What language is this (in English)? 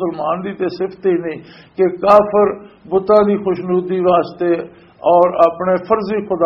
Western Panjabi